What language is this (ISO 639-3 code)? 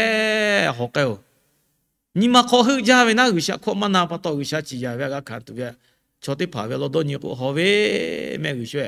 lhu